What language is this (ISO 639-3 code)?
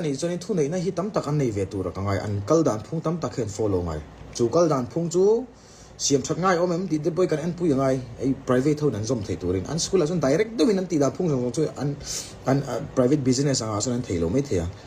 lus